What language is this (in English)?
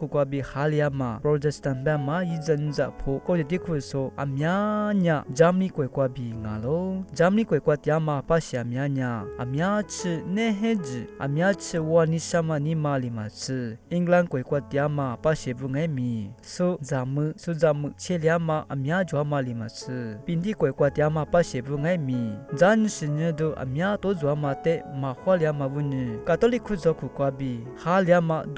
Lisu